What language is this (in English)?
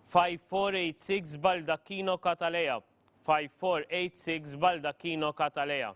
English